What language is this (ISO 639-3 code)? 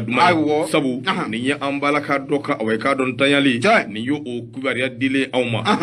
bam